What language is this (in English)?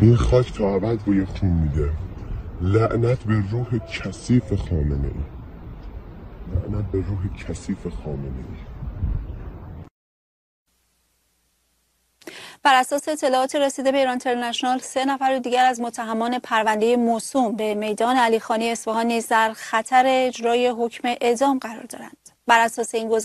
Persian